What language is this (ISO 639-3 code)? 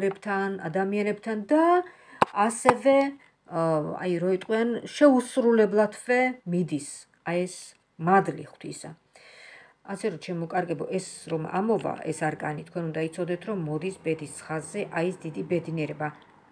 kat